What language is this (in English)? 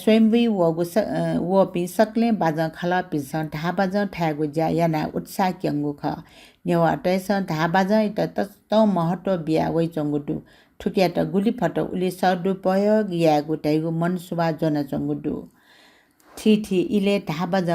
Newari